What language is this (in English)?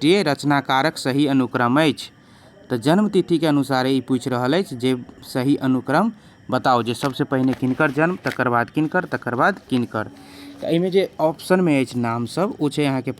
Maithili